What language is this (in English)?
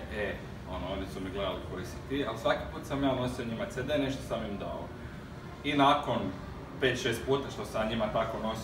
Croatian